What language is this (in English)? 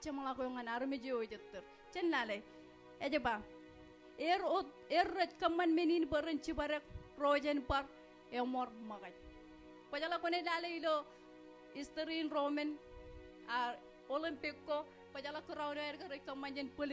Marshallese